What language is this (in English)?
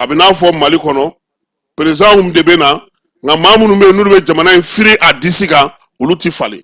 Bambara